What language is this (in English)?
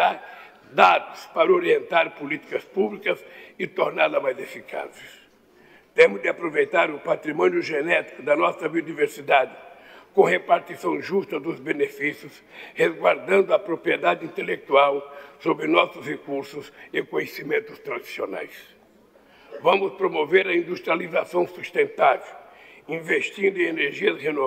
Portuguese